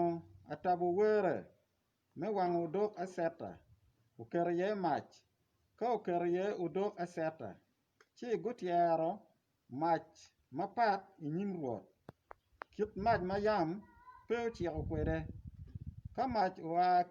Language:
Acoli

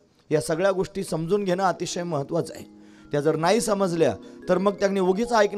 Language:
Marathi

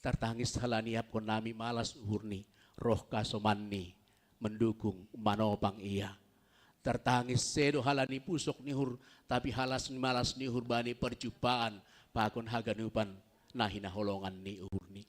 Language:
Batak Simalungun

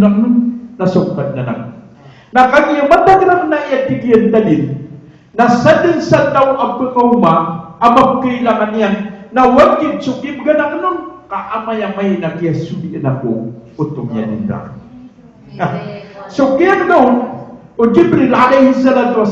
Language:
Maranao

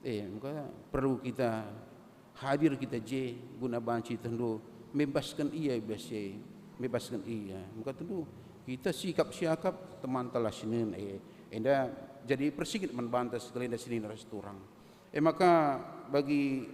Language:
Batak Karo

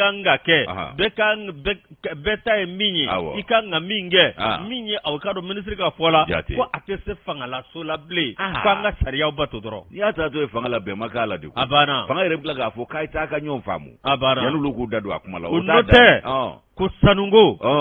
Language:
Bambara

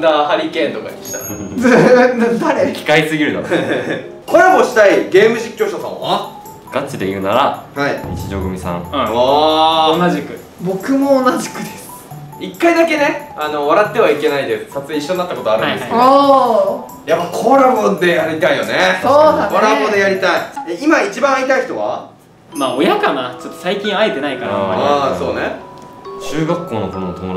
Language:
Japanese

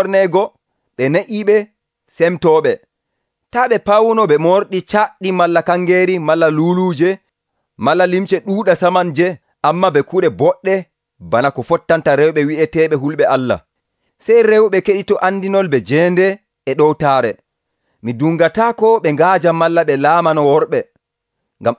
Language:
Nigerian Fulfulde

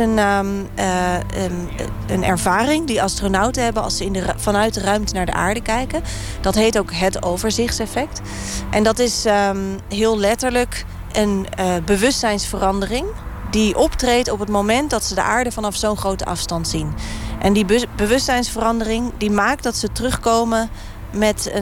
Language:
Dutch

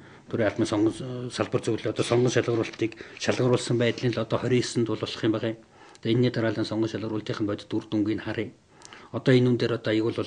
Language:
Mongolian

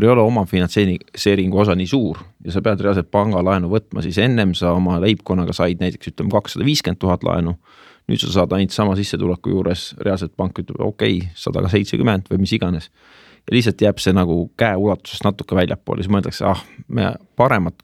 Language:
Estonian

